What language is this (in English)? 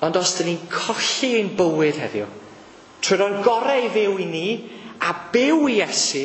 Welsh